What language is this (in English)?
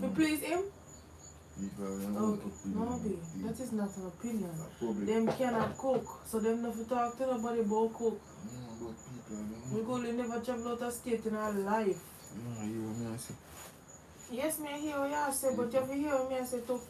Jamaican Creole English